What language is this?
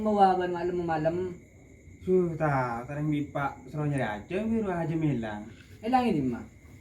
Madurese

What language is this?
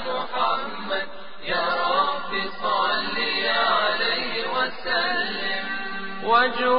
Bosnian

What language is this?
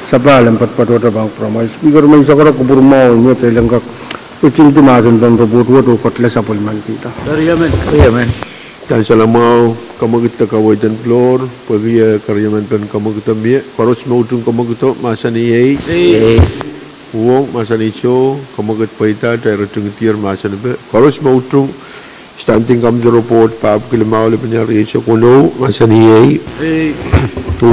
Pohnpeian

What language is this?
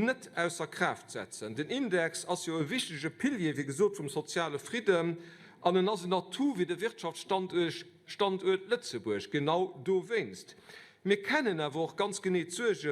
Luxembourgish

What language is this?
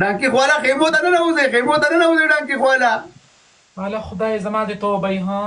Pashto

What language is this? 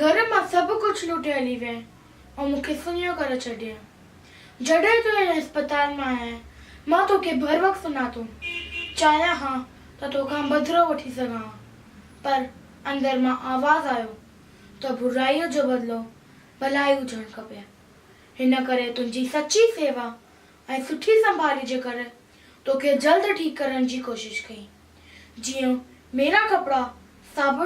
Sindhi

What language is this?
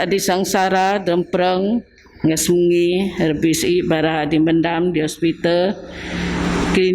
Biatah Bidayuh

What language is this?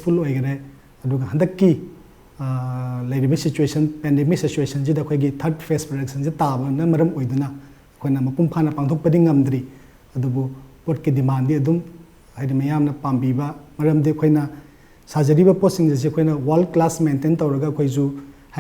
Manipuri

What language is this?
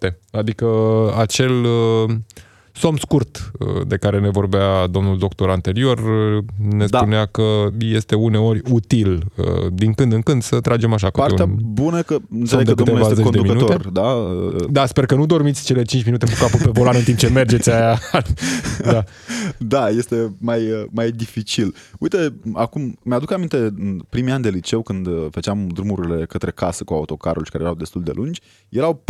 Romanian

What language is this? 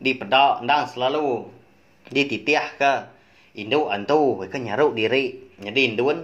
Iban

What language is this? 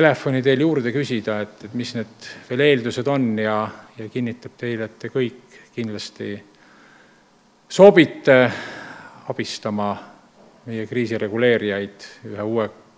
Estonian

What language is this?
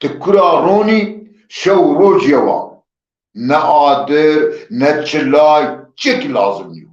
Zaza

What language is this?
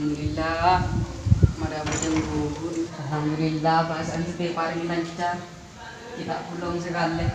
Madurese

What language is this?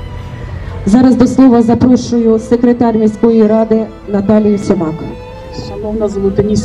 Ukrainian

